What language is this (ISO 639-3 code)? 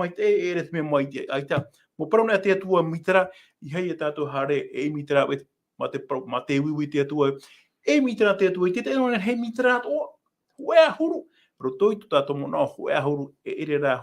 tah